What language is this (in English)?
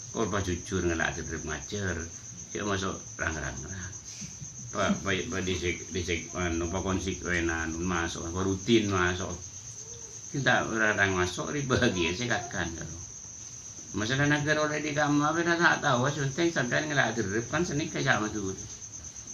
Madurese